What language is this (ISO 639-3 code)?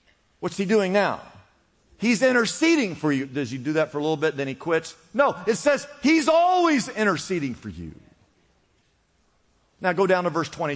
eng